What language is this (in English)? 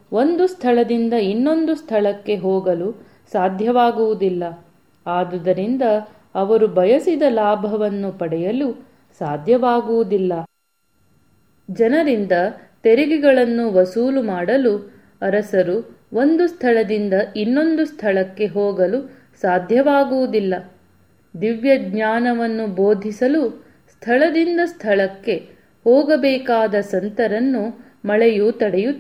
Kannada